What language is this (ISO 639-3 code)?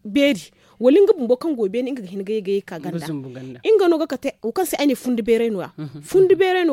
dje